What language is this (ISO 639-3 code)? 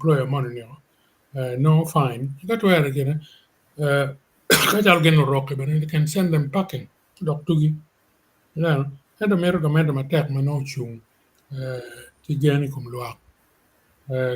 ach